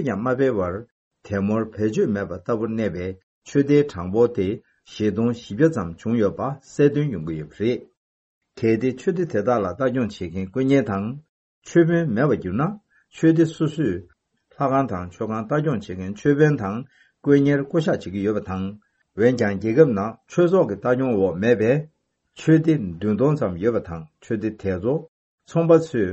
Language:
Tibetan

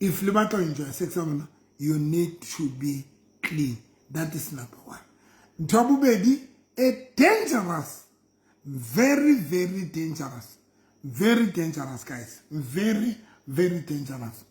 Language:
Southern Sotho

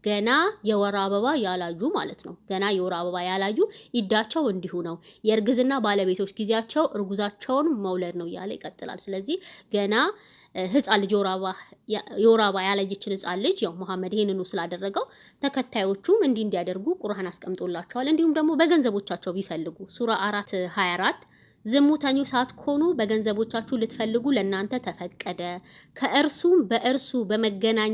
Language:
Amharic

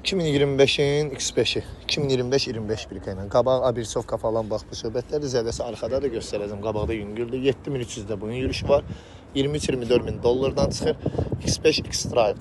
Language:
Azerbaijani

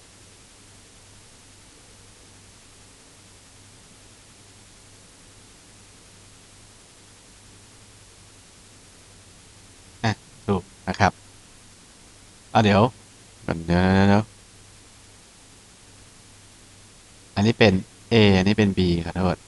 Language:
Thai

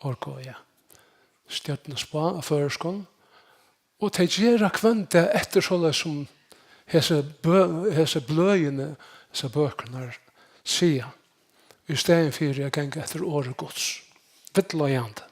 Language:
Faroese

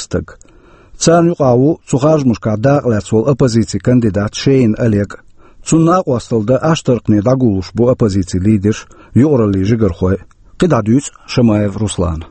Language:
Chechen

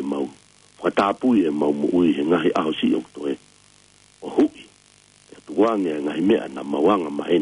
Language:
Tongan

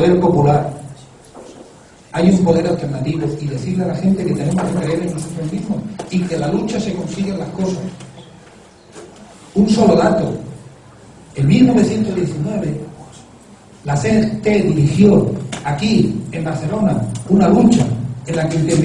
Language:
Spanish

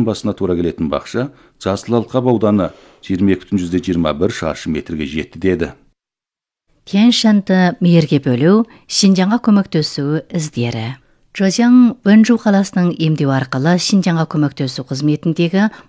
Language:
Kazakh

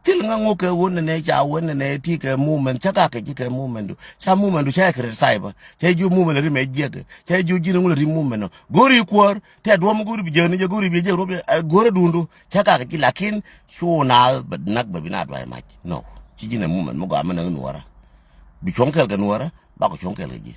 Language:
Nuer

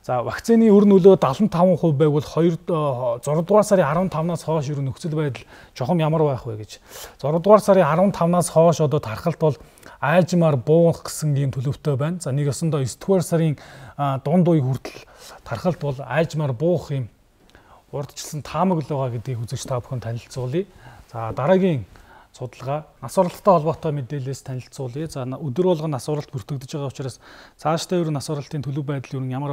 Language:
Mongolian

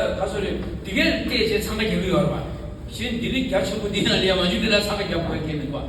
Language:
Tibetan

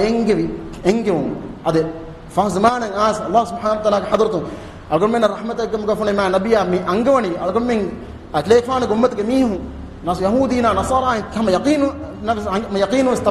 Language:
Divehi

